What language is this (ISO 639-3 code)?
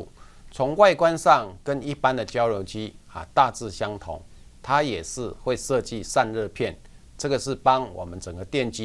zho